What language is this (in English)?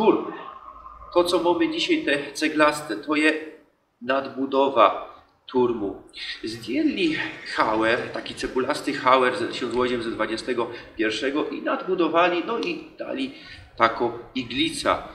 Silesian